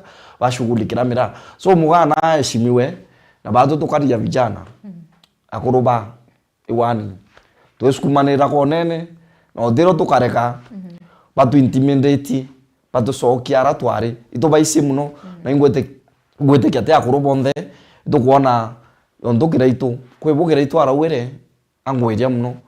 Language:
Meru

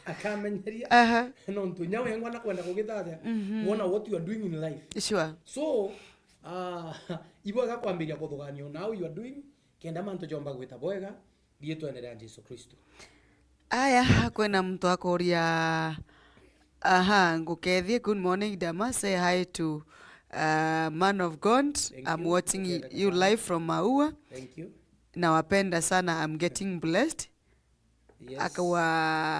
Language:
Meru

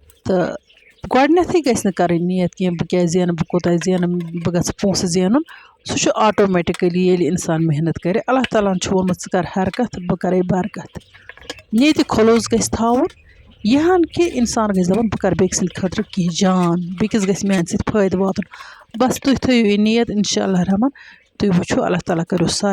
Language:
Kashmiri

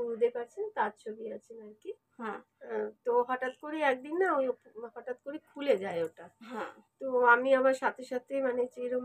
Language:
Bangla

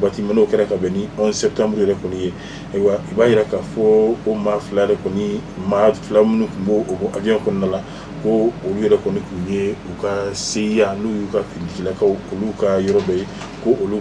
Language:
Bambara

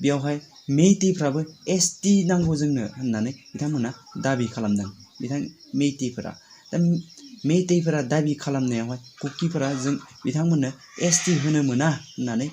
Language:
Bodo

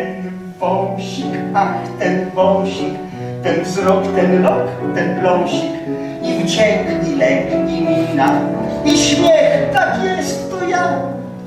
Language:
Polish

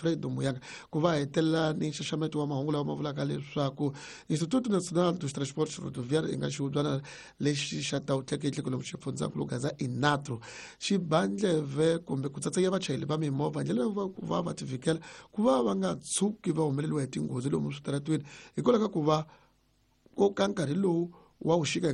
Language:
Tsonga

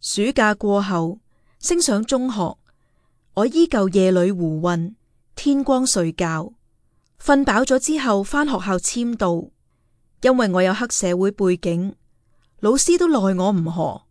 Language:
Cantonese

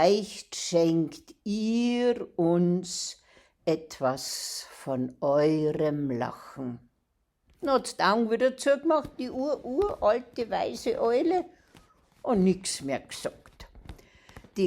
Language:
Bavarian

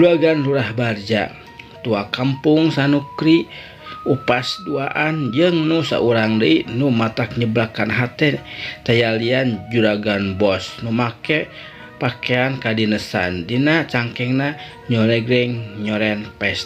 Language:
Sundanese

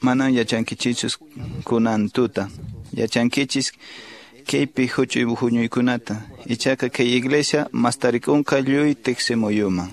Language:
Quechua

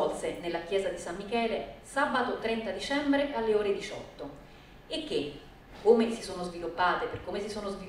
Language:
Italian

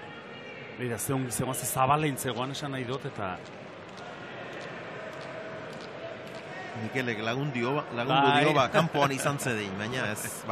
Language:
Basque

